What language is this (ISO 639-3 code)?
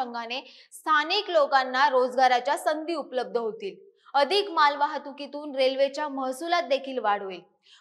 mar